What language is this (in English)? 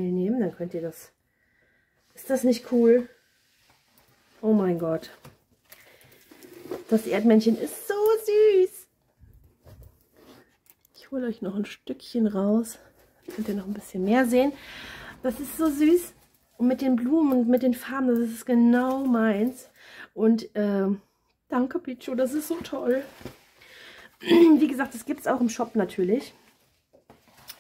German